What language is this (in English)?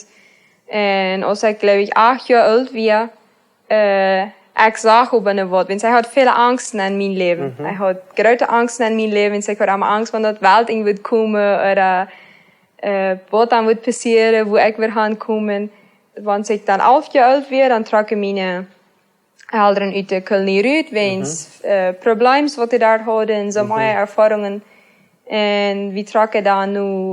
Plautdietsch